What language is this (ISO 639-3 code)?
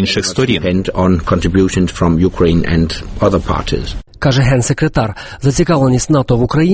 ukr